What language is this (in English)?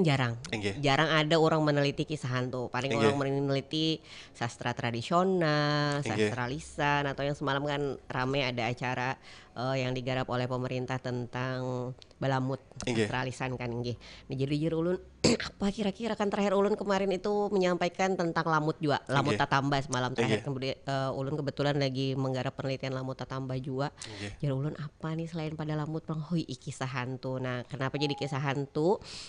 Banjar